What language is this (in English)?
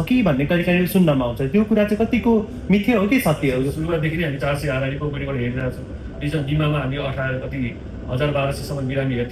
Nepali